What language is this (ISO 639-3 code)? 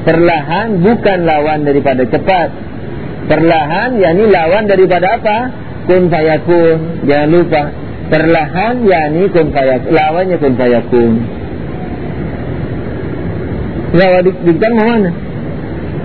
ind